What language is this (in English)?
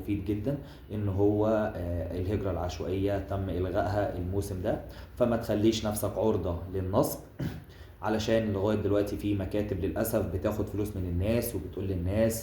Egyptian Arabic